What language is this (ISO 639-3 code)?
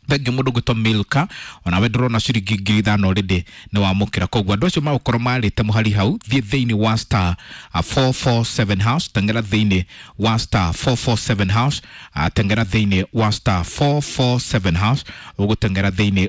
kik